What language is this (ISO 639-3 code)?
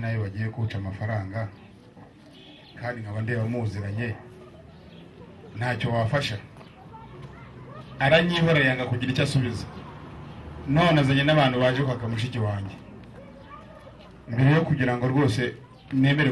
kin